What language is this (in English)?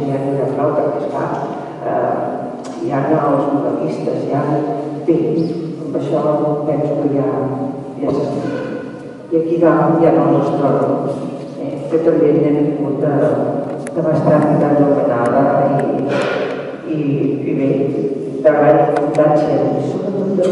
Catalan